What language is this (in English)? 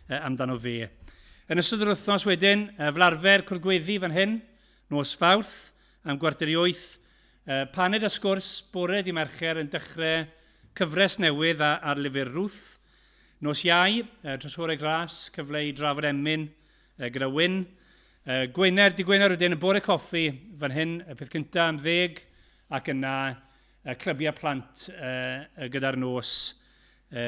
Welsh